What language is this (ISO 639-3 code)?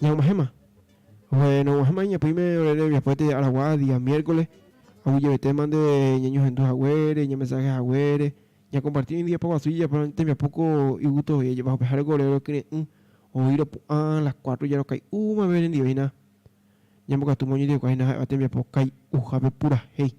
grn